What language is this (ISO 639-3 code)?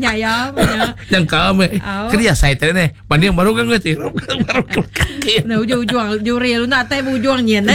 iba